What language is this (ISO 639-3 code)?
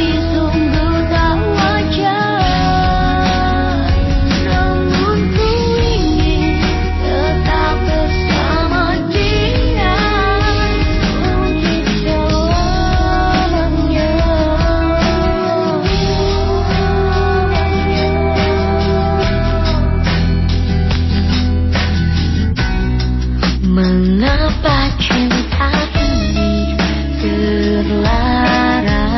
ind